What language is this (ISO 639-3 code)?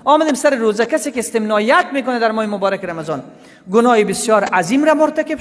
fas